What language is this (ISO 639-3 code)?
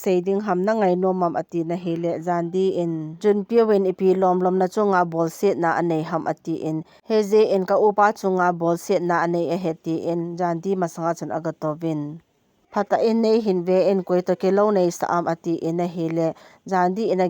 tcz